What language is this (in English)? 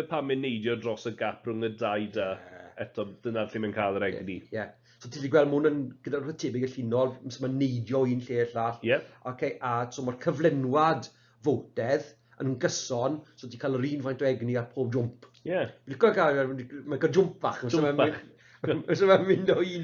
Welsh